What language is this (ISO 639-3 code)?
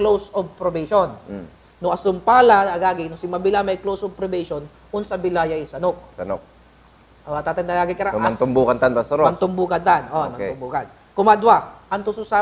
pag